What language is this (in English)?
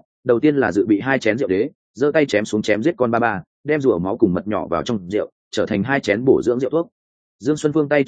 Vietnamese